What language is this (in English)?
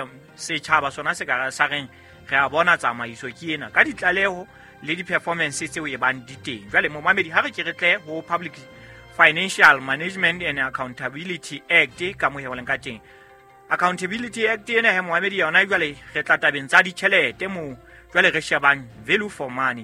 Southern Sotho